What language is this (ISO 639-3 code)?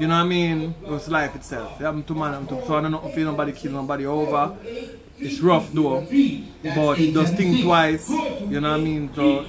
jam